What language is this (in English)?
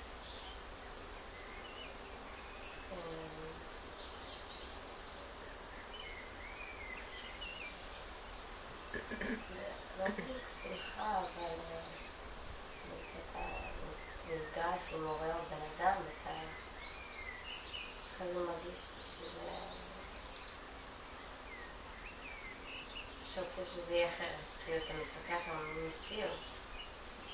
Hebrew